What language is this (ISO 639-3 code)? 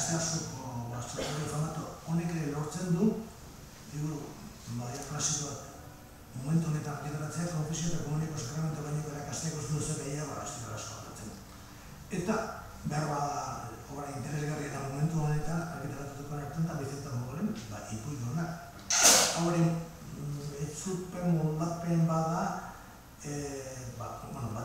eus